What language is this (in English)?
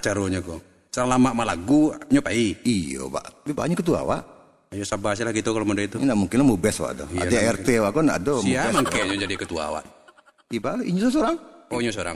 Minangkabau